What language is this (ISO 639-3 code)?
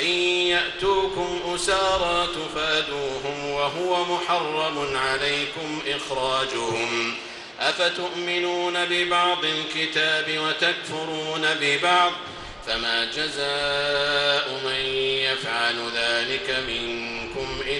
ara